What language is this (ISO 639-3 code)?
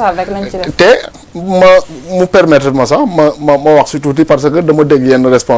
wol